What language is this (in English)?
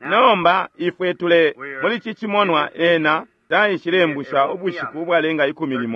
Bemba